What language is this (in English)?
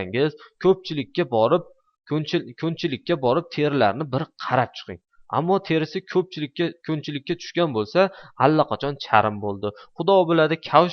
Uzbek